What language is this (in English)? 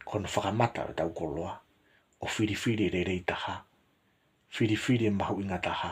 Tongan